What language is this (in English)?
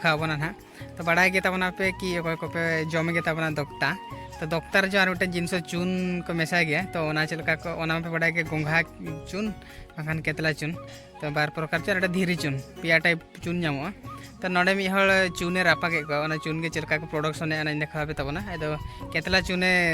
Santali